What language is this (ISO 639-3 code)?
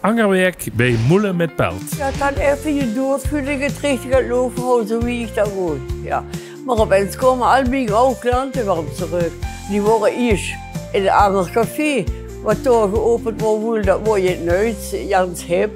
lim